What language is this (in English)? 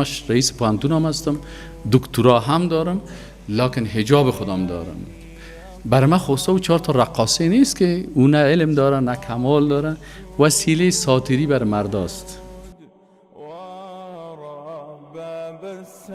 Persian